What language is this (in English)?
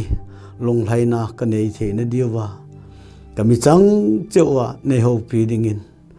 Thado Chin